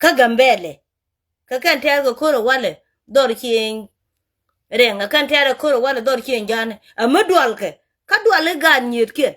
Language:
Nuer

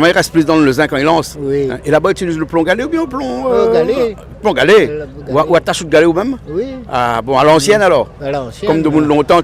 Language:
Réunion Creole French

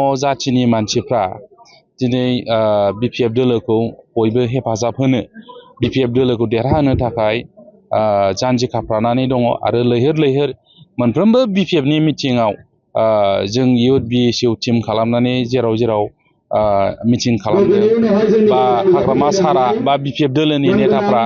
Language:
Bodo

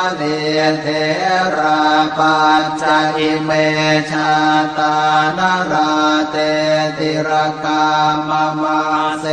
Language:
Pali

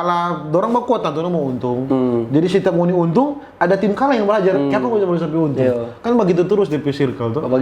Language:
Manado Malay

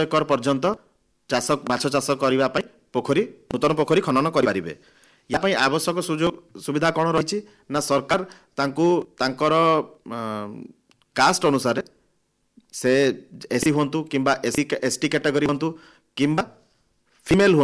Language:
Odia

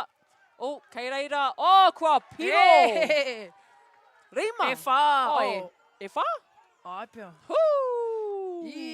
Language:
Māori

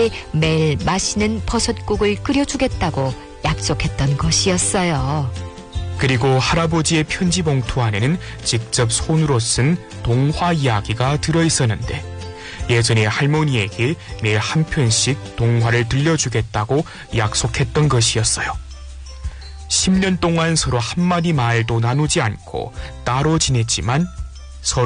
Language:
Korean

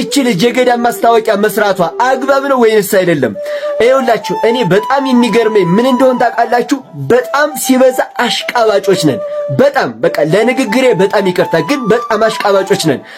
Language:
Amharic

